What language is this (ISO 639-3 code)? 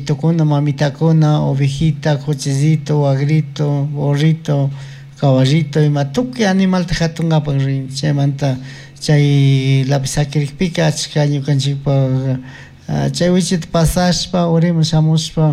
qug